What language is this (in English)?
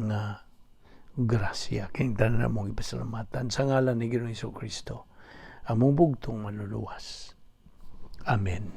Cebuano